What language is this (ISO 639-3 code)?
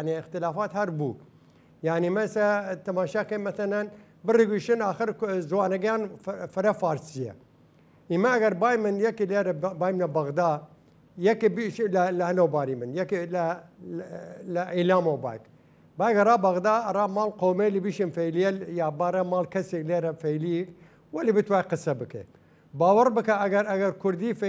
sdh